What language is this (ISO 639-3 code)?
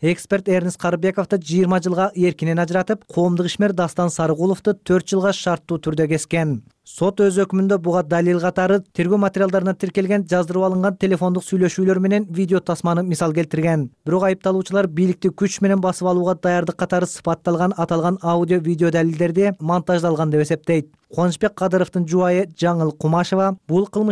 kir